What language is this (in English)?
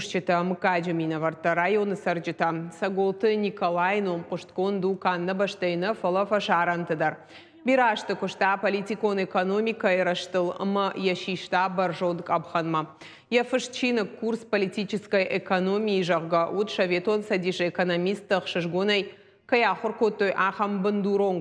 Ossetic